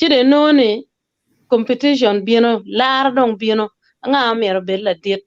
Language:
Acoli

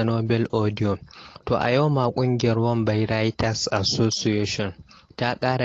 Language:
Hausa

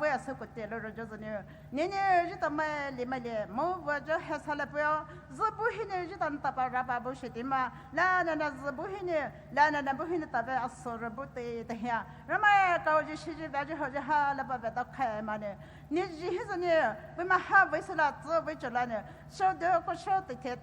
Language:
Poumei Naga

